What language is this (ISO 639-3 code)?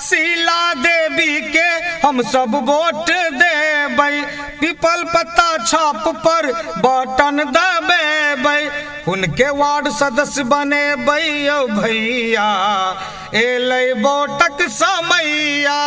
mai